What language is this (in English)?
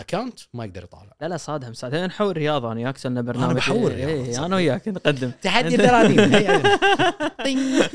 Gulf Arabic